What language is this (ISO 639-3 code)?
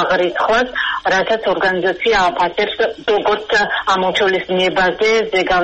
kat